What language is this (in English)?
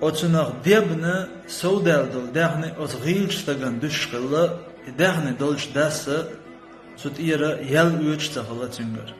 Chechen